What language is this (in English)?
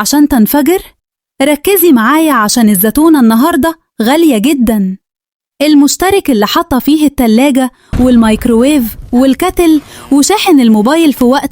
Egyptian Arabic